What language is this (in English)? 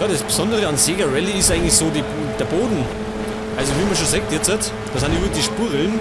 Bavarian